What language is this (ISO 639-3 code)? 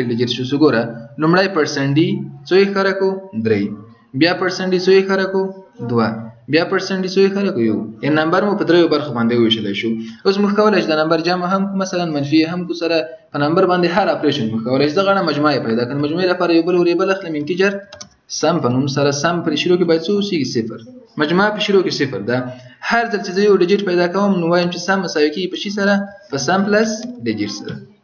pus